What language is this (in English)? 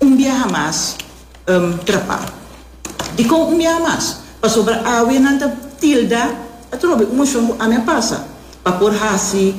Papiamento